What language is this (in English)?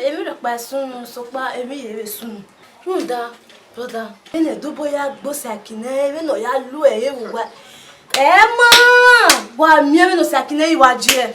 Bini